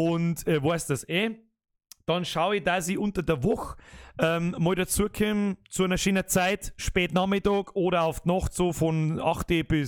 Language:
Bavarian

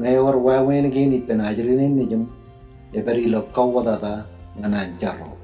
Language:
Marshallese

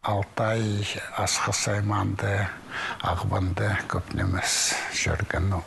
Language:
Khakas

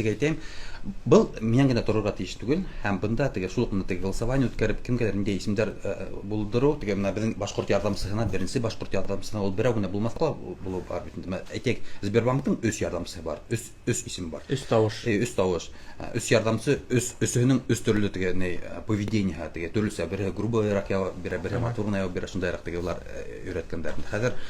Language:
Bashkir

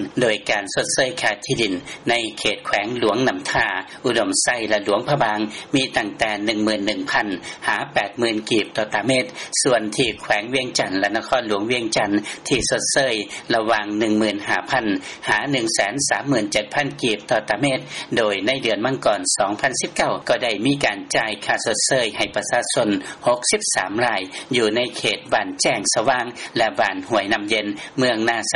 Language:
Lao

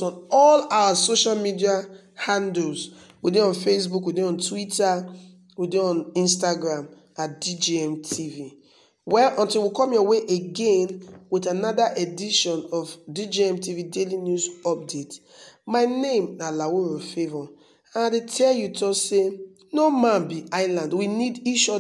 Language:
Nigerian Pidgin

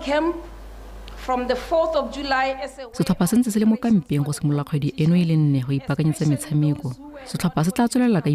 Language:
Tswana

